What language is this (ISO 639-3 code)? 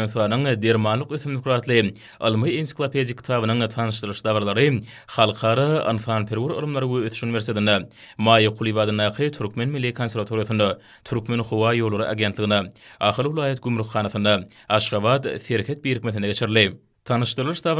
tuk